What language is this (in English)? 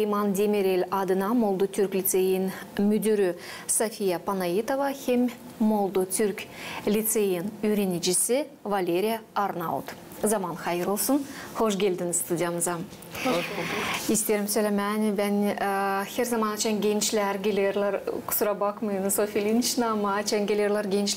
Gagauz